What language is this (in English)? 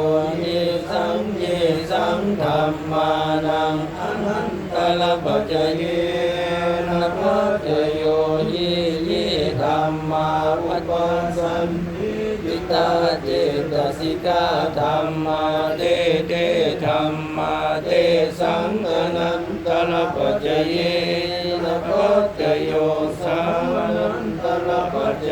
Pali